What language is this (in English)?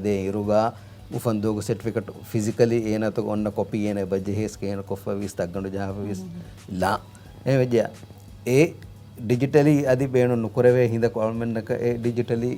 Divehi